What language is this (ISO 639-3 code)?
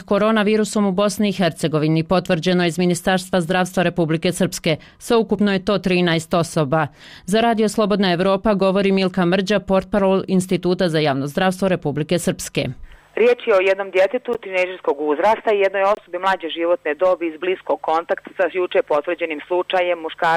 bos